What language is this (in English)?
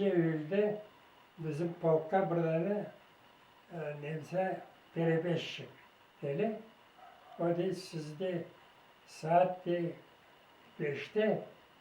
Crimean Tatar